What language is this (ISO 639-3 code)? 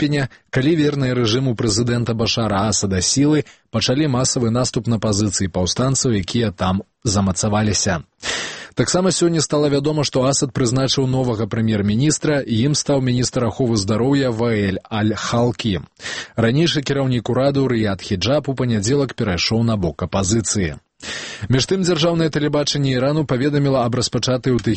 bel